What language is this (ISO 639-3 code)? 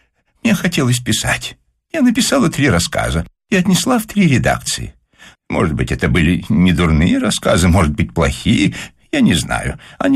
rus